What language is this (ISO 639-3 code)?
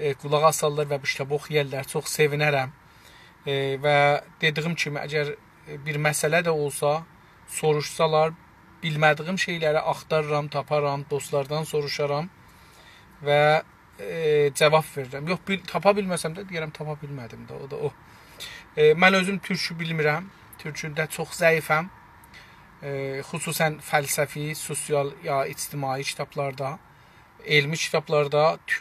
azb